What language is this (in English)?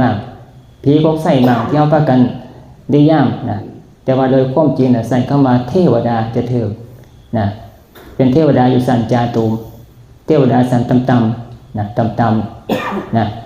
Northeastern Thai